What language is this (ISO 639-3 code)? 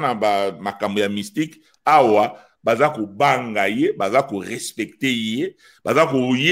lin